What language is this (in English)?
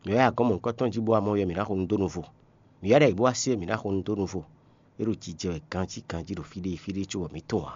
Fon